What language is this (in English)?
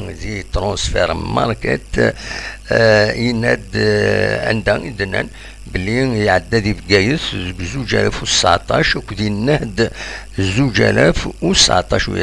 Kabyle